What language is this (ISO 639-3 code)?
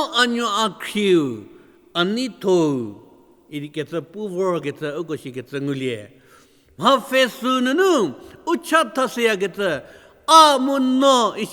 njm